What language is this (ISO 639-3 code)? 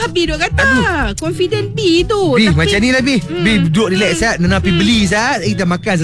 msa